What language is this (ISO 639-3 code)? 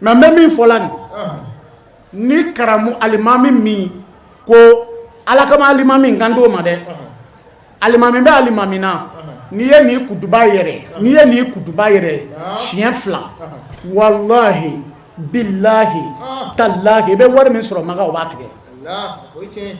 bam